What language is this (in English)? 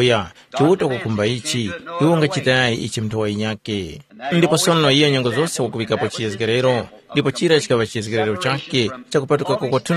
Tumbuka